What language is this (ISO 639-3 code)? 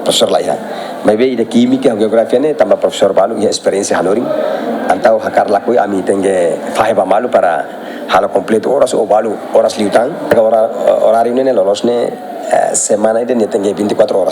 tet